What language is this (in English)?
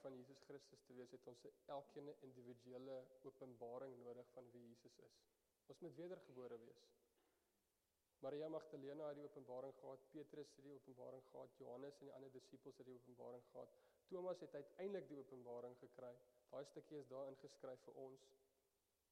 Afrikaans